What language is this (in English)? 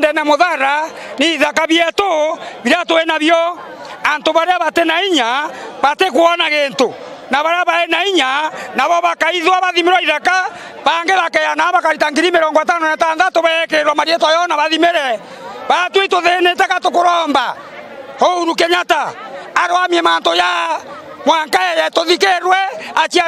Meru